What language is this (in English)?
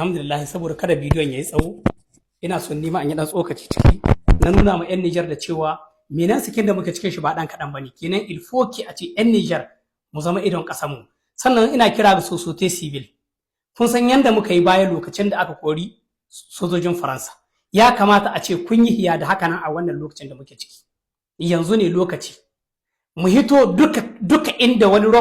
Hausa